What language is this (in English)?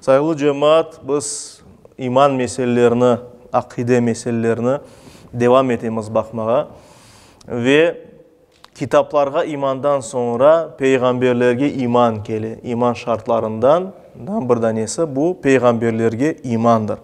Crimean Tatar